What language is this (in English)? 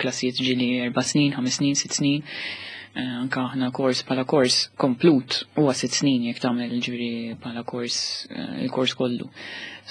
Maltese